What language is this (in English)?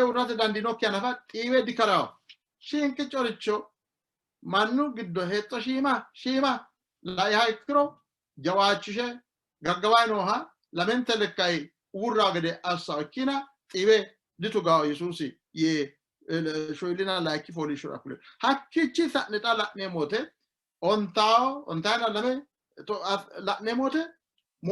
Sidamo